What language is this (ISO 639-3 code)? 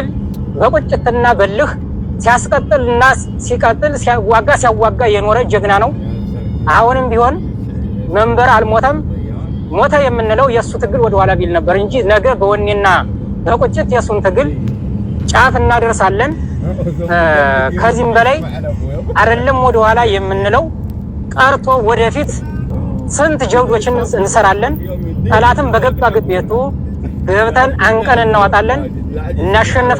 amh